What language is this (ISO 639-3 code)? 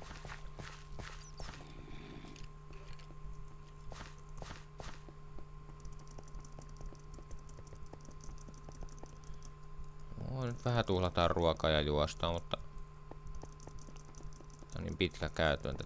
fin